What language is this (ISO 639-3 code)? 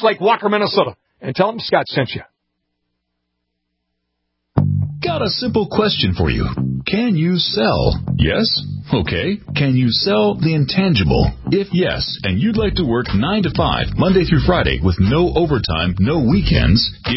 eng